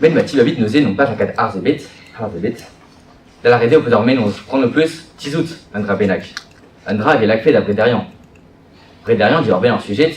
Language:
Breton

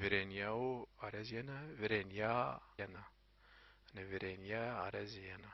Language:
Zaza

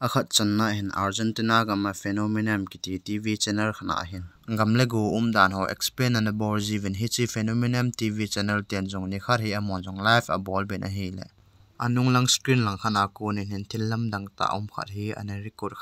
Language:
Thado Chin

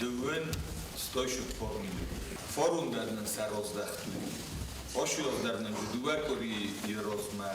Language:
Ossetic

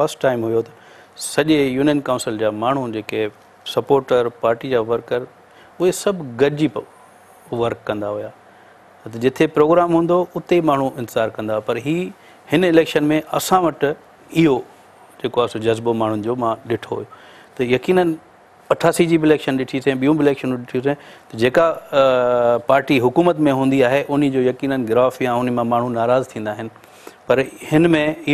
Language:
Sindhi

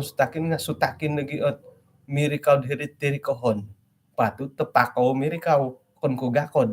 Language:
Central Dusun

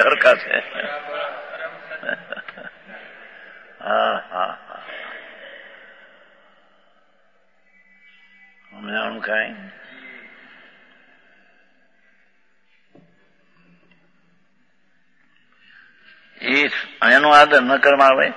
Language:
Gujarati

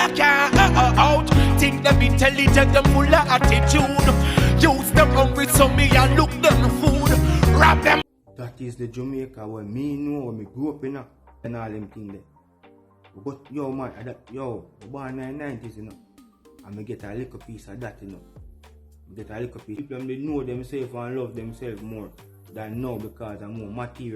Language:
Jamaican Creole English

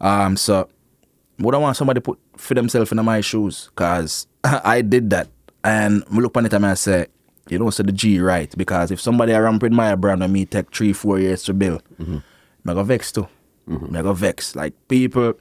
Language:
Jamaican Creole English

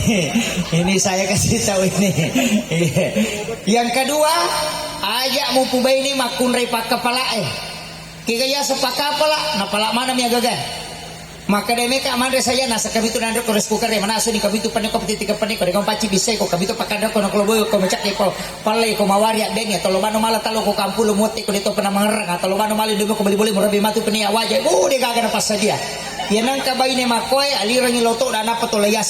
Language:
Buginese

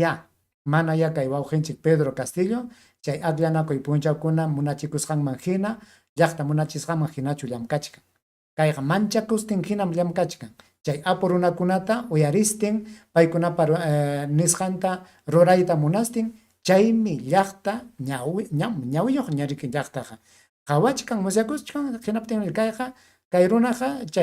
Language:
Ayacucho Quechua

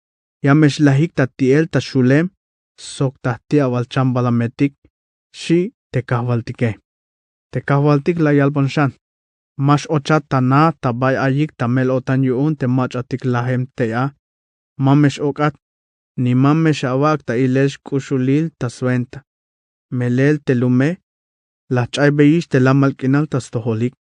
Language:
Tzeltal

